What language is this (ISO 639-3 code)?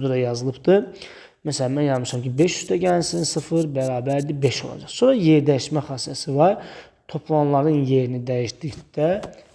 aze